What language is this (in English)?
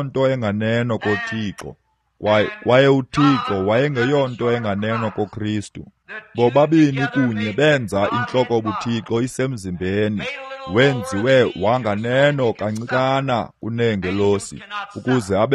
Xhosa